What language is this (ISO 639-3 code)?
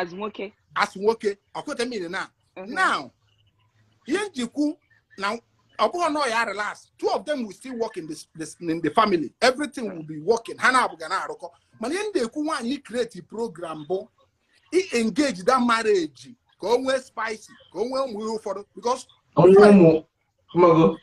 ibo